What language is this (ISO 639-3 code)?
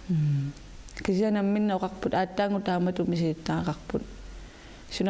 kal